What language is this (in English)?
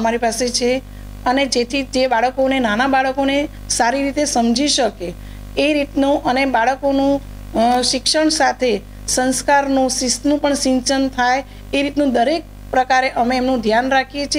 Gujarati